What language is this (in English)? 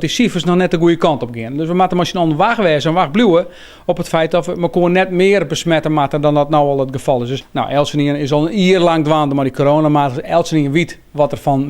Western Frisian